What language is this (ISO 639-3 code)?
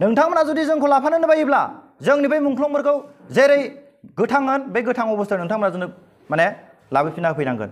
brx